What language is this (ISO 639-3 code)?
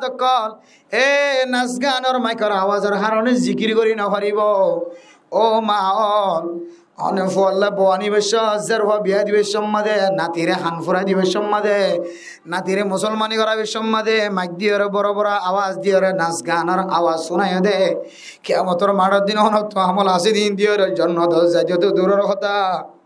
rhg